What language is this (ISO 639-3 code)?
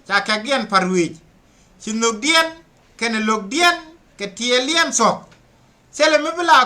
nus